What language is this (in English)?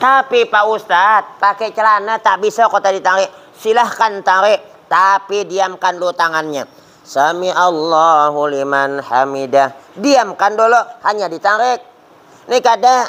Banjar